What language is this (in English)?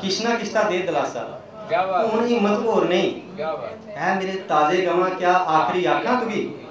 Dogri